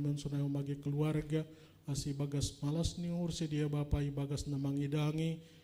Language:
Batak Simalungun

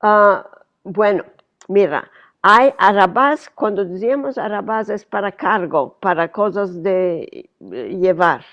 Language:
Ladino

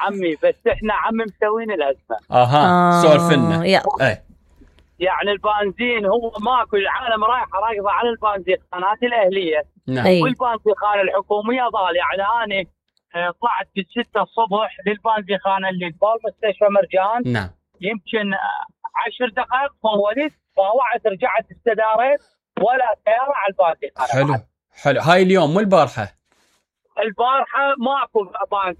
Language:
Mesopotamian Arabic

